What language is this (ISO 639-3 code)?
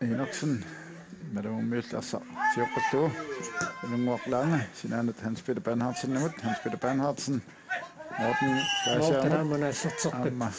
kal